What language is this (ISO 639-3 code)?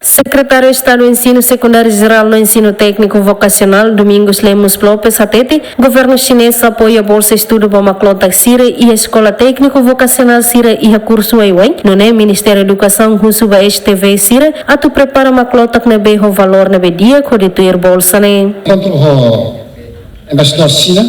tet